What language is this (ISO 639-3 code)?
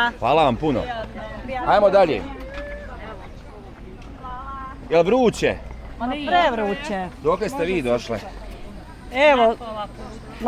bos